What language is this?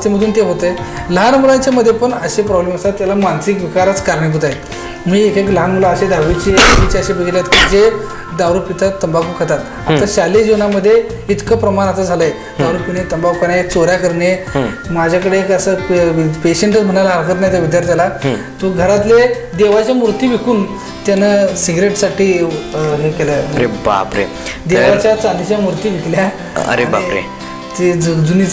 Marathi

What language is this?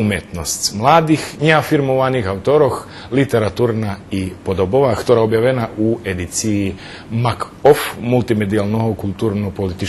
Rusyn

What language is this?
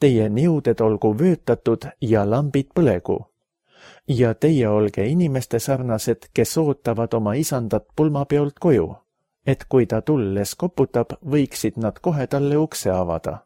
Estonian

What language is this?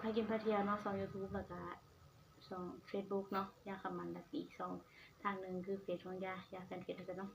Northeastern Thai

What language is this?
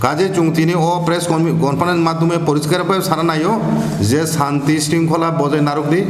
Kok Borok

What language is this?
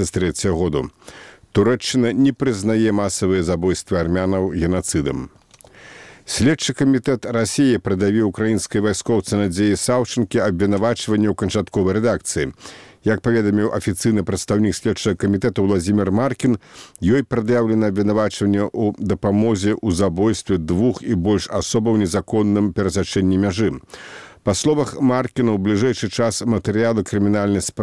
Belarusian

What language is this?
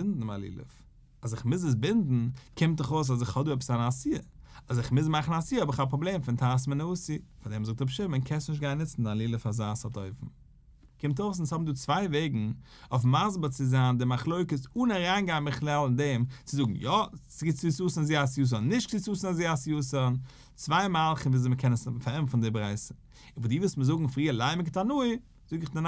Yiddish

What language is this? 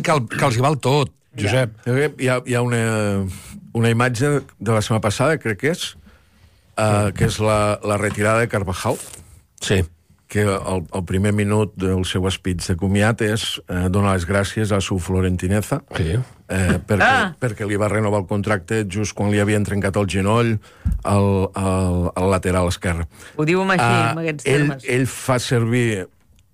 Catalan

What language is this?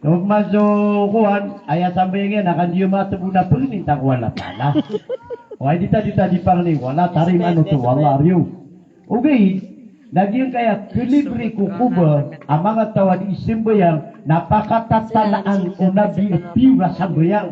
Maranao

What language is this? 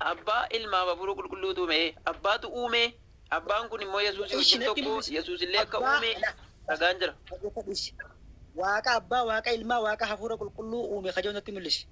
Oromo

